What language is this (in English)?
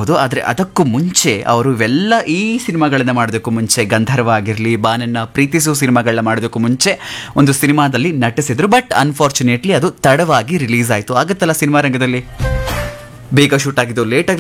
Kannada